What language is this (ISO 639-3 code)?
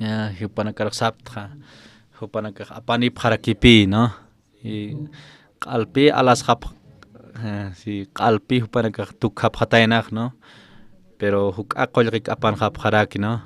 aym